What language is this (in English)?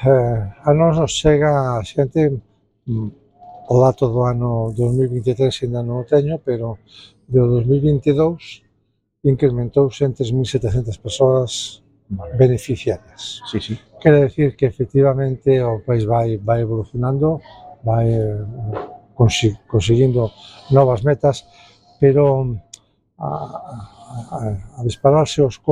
Galician